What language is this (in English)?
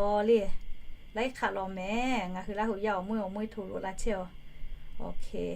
Lahu